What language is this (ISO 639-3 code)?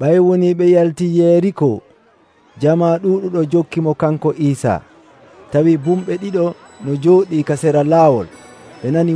fuv